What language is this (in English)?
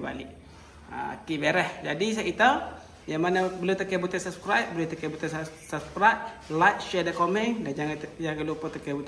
Malay